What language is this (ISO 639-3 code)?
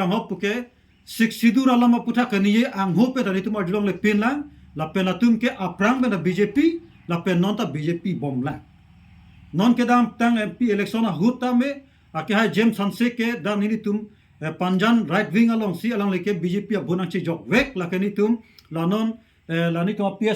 mjw